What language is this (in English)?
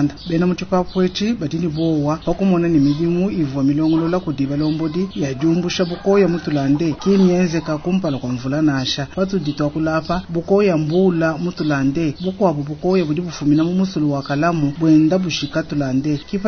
Luba-Lulua